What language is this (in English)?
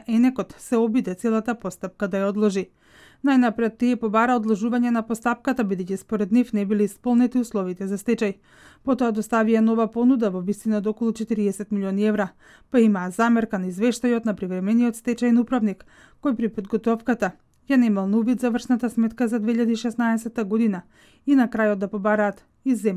Macedonian